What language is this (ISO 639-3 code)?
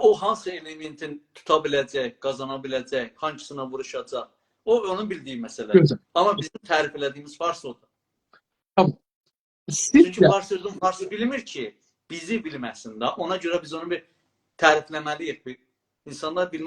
azb